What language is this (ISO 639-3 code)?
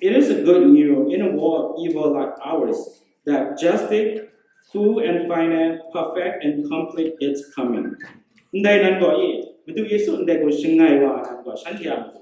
kac